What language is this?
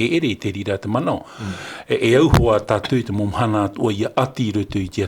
Tahitian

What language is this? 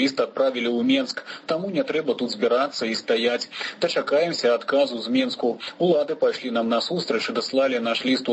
Belarusian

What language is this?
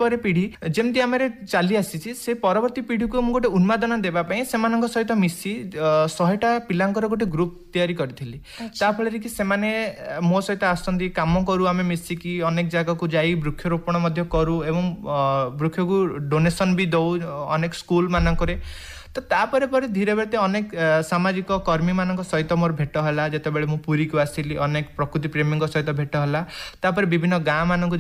Odia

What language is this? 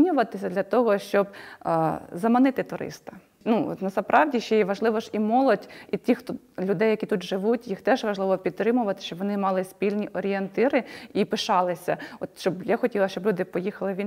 Ukrainian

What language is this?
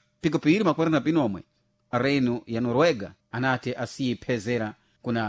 Sena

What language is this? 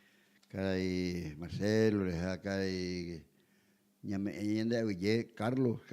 Guarani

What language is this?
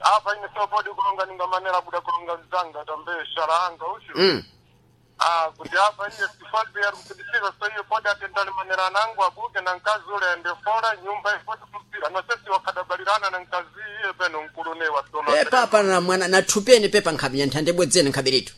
Sena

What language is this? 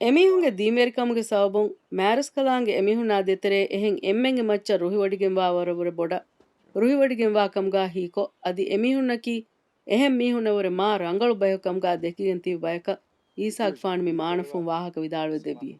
Divehi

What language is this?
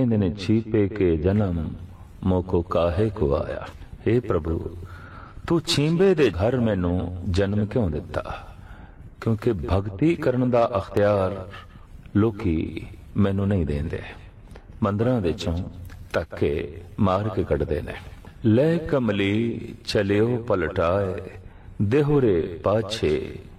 Punjabi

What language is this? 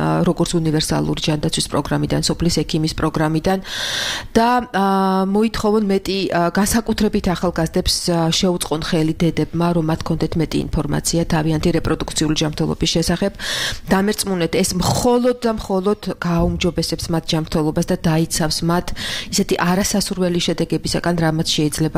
Georgian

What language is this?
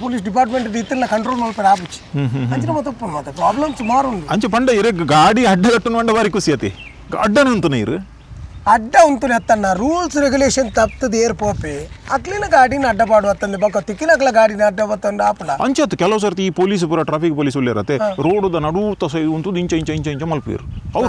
Tulu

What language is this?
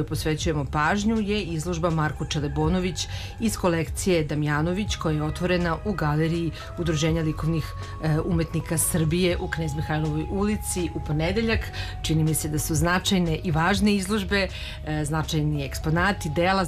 Serbian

